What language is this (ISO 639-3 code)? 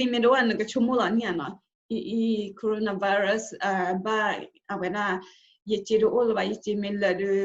ksw